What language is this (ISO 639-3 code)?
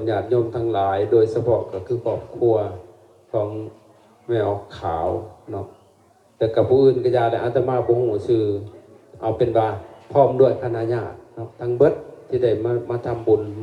lao